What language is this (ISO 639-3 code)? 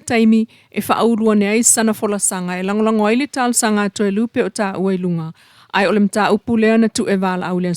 smo